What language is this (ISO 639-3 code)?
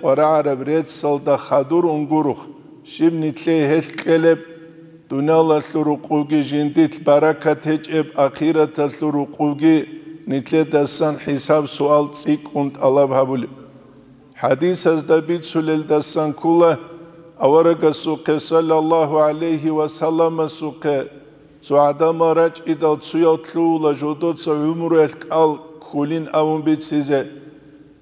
ava